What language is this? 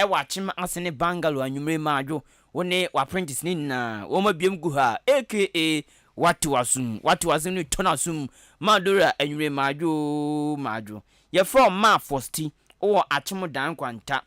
Akan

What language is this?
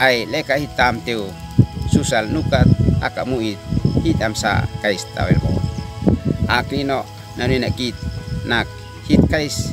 Uab Meto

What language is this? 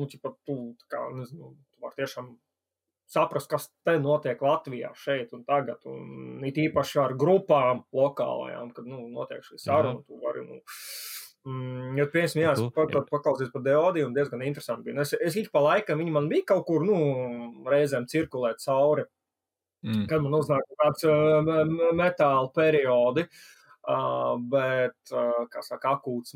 Latvian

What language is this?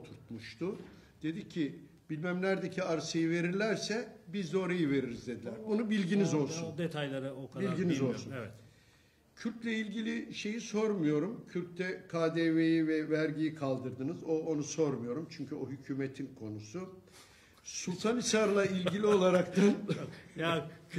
Turkish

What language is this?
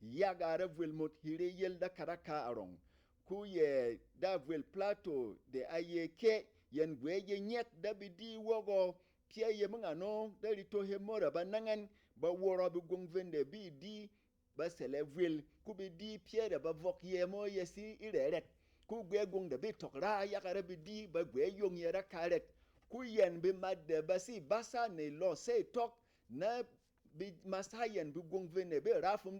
Berom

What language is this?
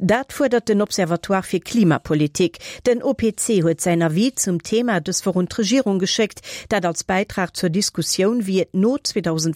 Luxembourgish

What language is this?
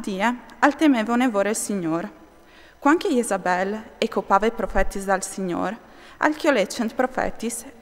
Friulian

